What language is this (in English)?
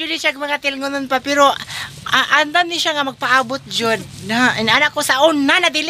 Cebuano